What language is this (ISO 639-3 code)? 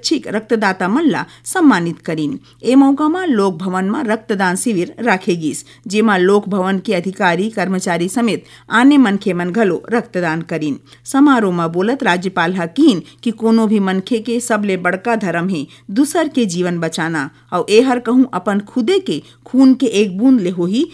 hne